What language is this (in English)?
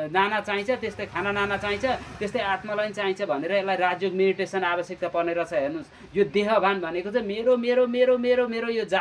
Nepali